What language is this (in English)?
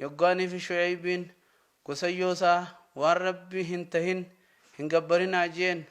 Oromo